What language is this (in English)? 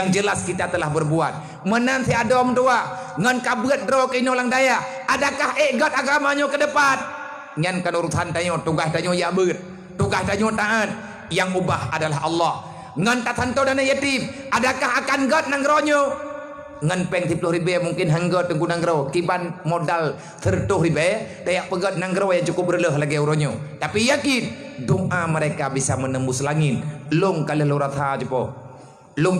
Achinese